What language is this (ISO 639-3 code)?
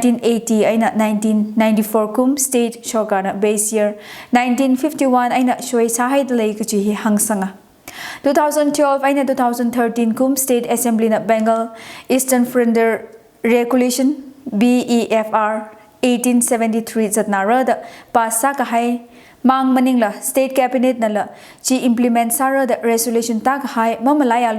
nmf